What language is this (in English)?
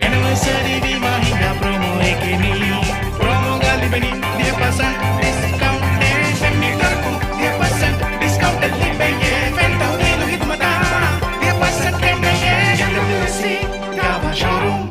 Divehi